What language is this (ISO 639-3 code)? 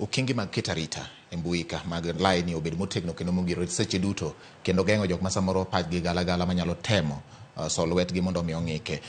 luo